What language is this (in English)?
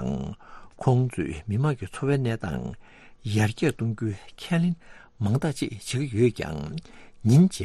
Tibetan